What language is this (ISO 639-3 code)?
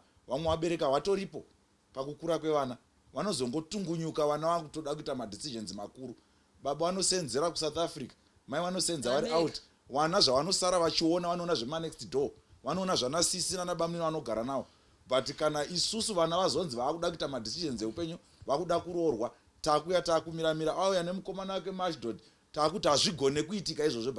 sna